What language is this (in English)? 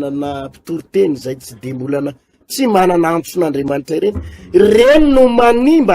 Malagasy